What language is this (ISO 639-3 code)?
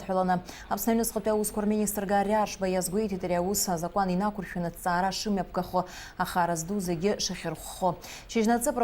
abk